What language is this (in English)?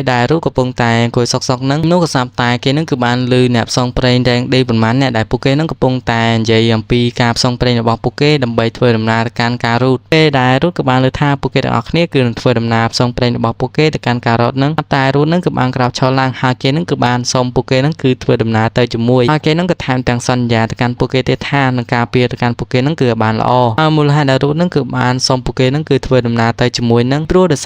Khmer